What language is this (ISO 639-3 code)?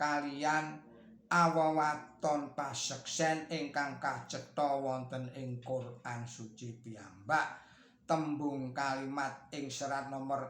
jav